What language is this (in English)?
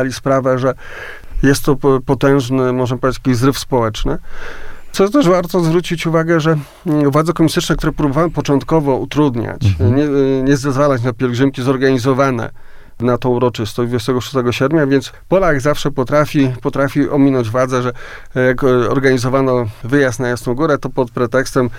Polish